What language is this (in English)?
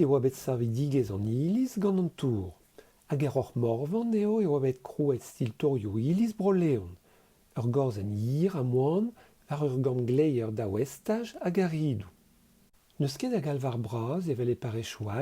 Breton